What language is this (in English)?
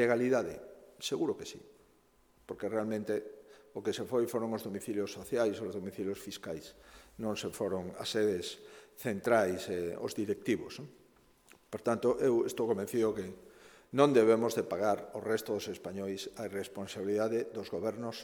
Galician